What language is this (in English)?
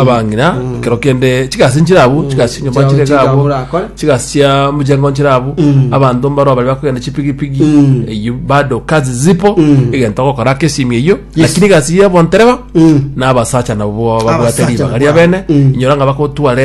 Gusii